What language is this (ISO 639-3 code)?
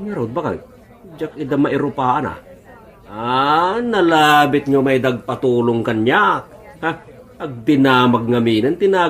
ilo